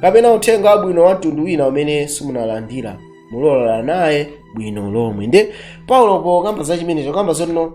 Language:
Nyanja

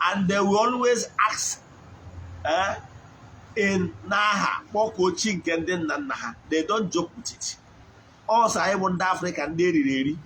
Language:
Igbo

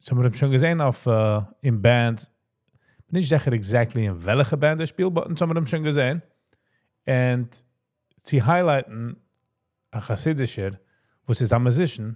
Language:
Yiddish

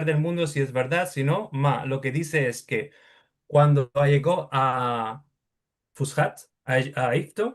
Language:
Ladino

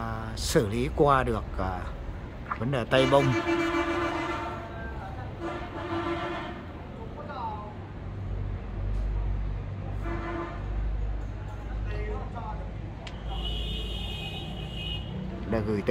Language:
Vietnamese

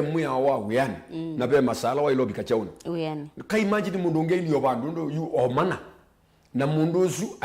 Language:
Kamba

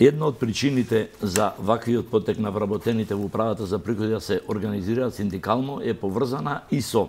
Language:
Macedonian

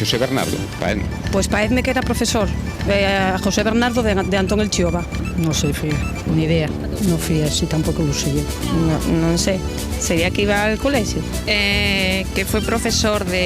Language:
Asturian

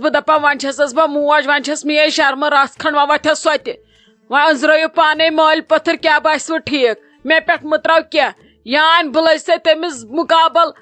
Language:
Kashmiri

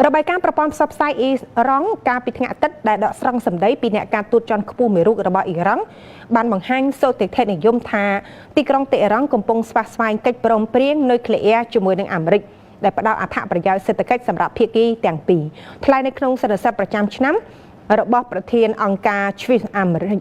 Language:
Khmer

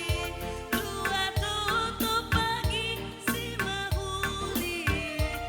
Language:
Batak Karo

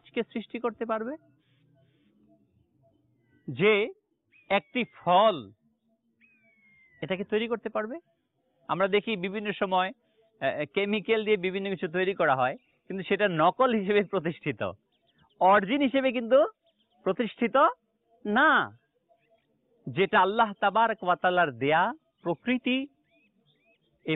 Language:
Bangla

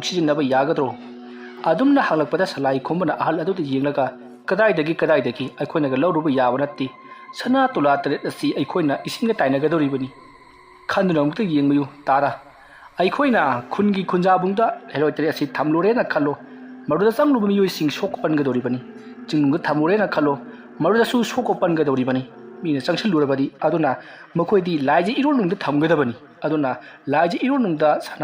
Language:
Manipuri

